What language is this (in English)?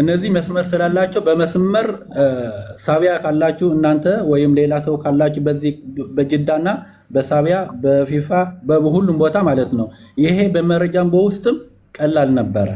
Amharic